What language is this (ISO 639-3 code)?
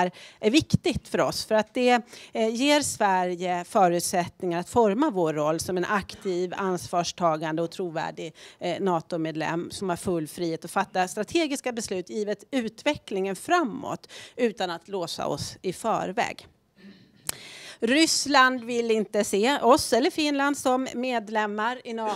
swe